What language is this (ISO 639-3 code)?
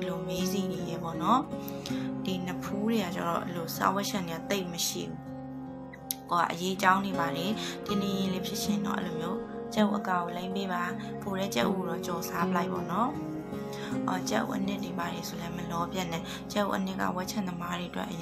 mya